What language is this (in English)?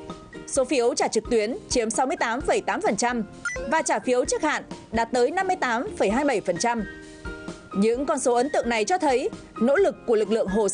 Vietnamese